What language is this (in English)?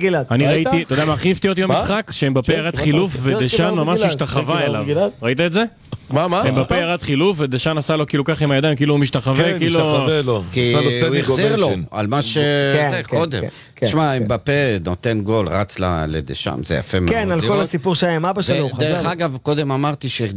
Hebrew